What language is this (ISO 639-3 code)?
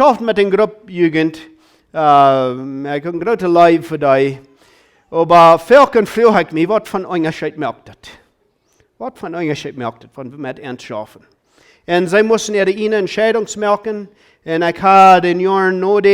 pdt